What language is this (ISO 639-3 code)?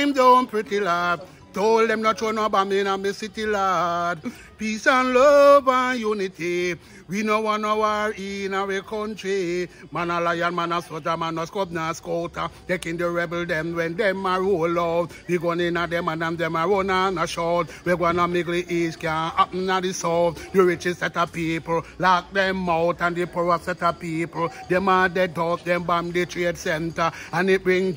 jam